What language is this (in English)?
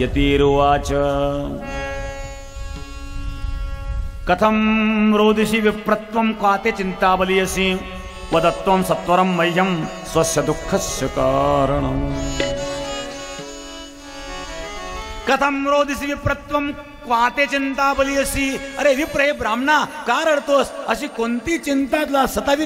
Marathi